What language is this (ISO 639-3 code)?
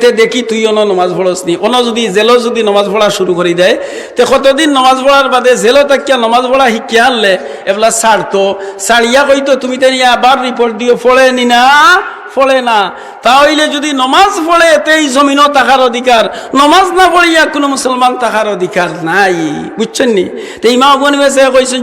syl